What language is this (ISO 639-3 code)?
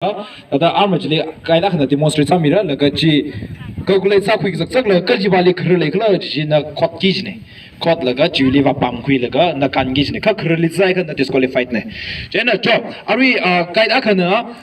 nmf